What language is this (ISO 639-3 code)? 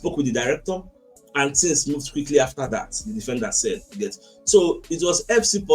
pcm